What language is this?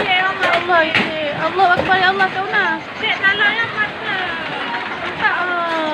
Achinese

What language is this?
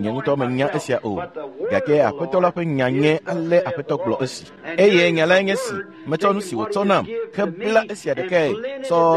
Ewe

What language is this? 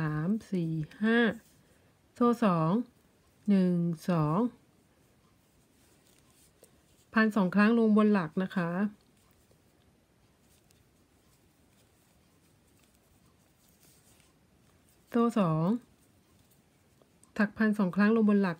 Thai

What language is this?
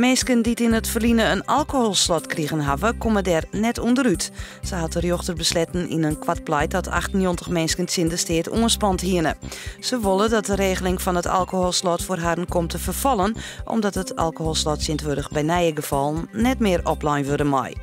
Western Frisian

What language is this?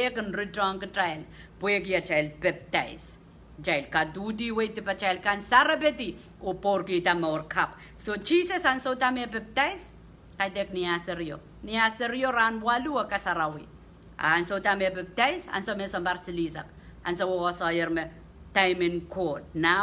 Pohnpeian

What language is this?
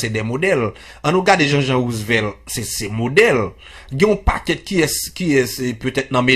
Haitian Creole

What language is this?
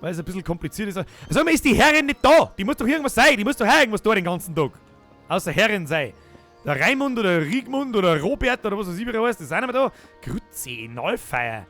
Bavarian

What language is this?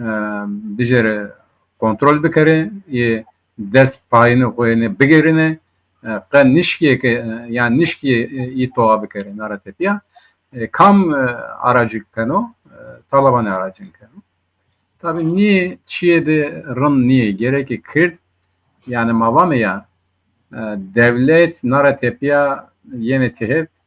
Zaza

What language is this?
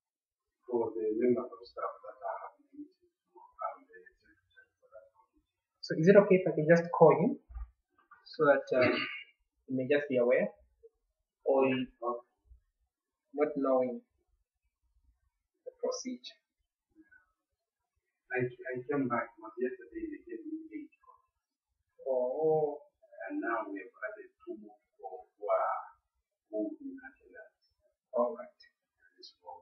English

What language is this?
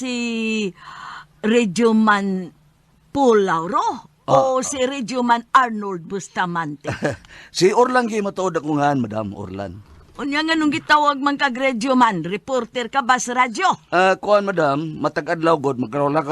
Cebuano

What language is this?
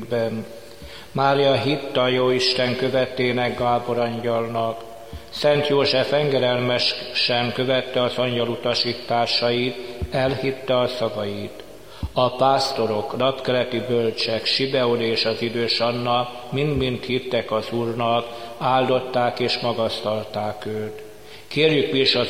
Hungarian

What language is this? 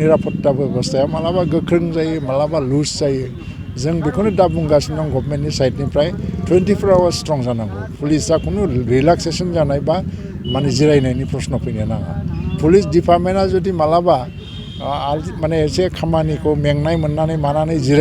Bodo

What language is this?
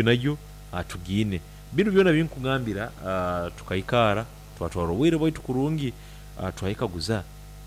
Nyankole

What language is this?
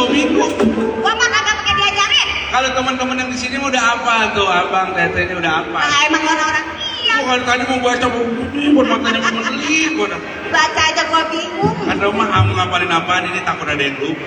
Betawi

